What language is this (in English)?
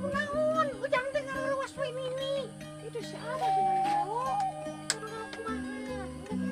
Sundanese